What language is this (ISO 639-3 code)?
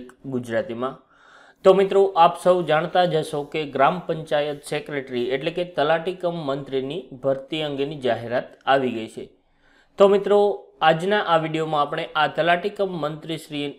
guj